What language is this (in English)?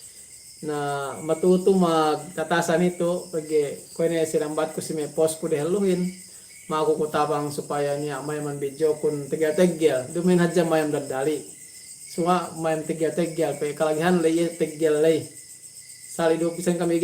Yakan